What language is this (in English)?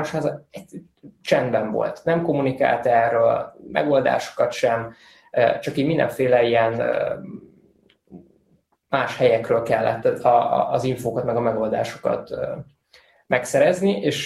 Hungarian